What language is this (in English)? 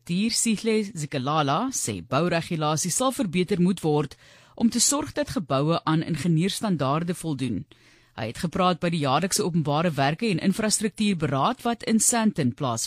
Afrikaans